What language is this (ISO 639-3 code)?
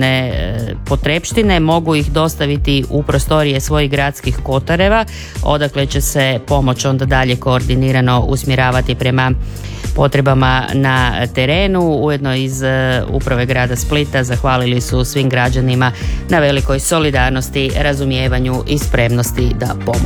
hrv